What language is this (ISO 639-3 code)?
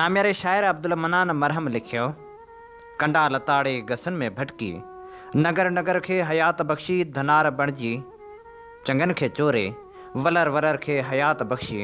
snd